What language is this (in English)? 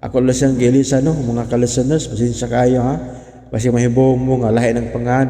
Cebuano